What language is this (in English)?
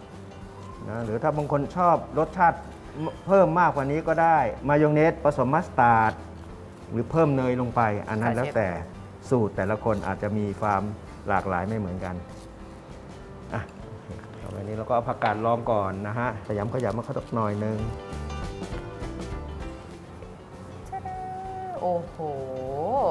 Thai